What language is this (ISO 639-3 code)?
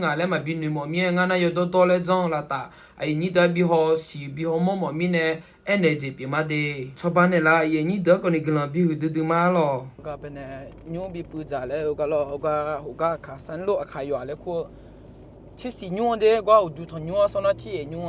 ahk